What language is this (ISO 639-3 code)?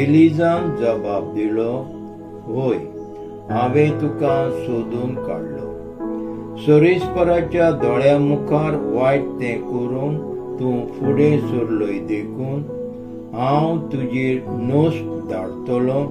kok